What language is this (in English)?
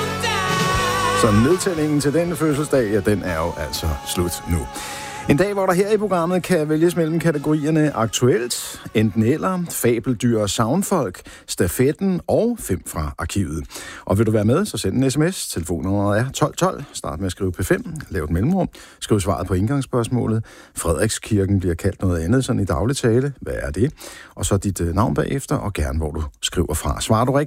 Danish